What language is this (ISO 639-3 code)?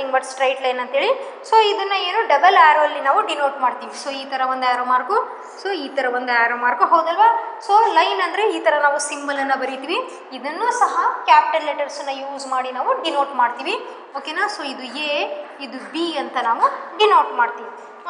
kan